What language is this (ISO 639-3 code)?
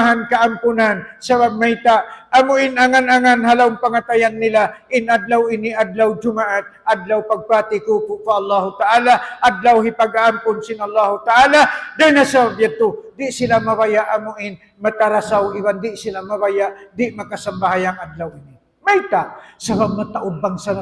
tsg